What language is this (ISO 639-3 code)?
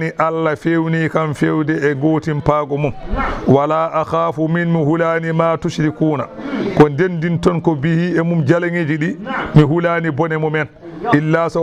ful